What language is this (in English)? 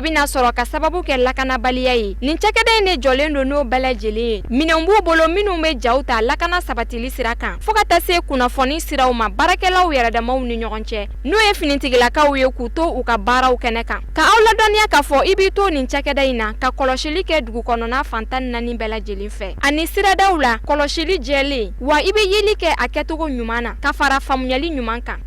Bambara